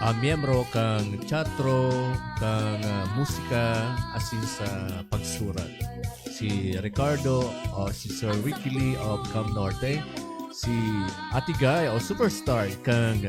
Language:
Bikol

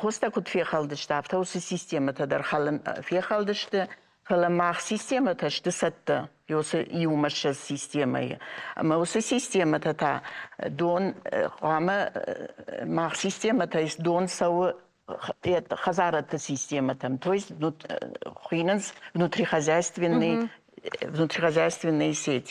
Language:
Ossetic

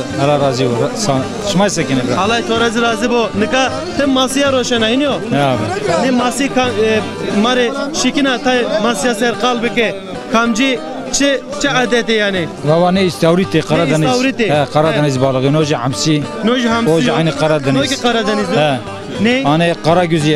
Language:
Zaza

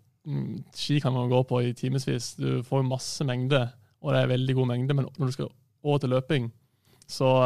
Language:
Norwegian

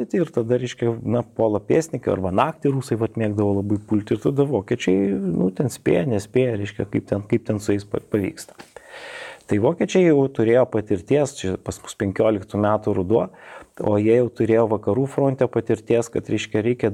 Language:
Lithuanian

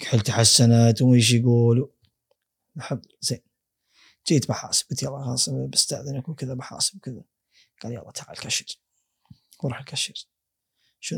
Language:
Gulf Arabic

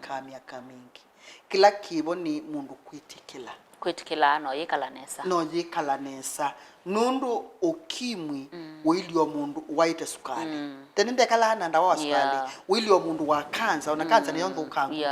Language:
Kamba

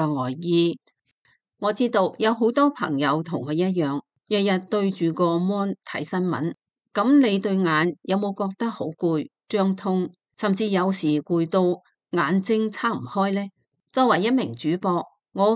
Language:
Cantonese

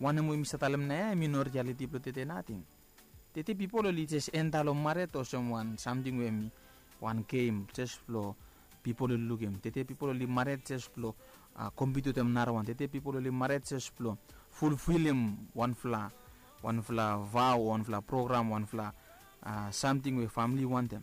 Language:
Bislama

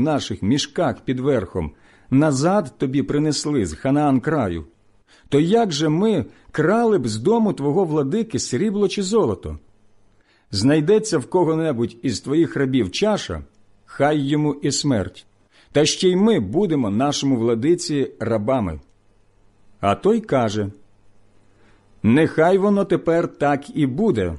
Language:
Ukrainian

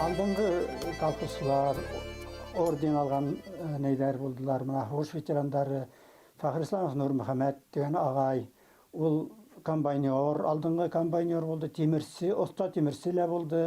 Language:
Bashkir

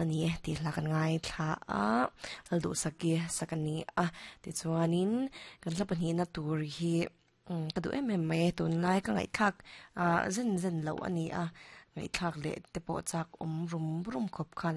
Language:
Mizo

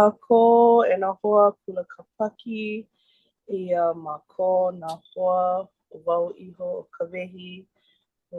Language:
Hawaiian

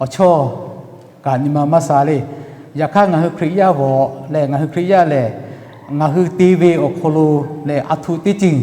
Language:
Lahu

